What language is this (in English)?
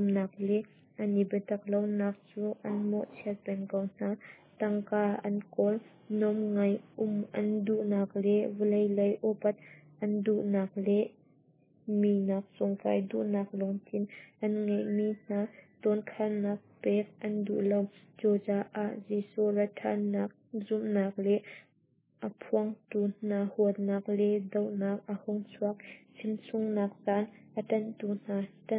Hakha Chin